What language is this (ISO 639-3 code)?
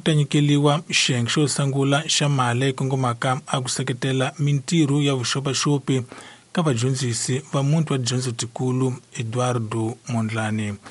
tso